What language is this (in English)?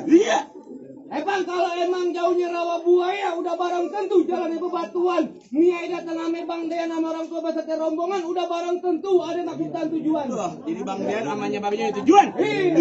Betawi